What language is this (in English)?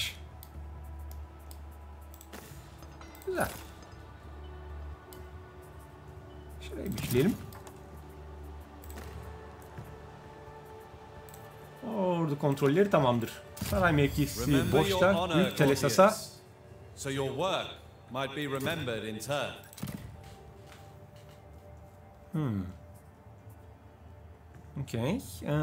Turkish